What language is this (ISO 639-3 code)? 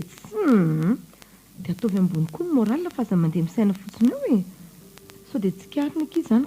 mlg